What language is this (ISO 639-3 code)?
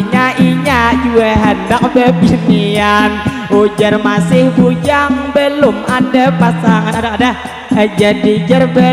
bjn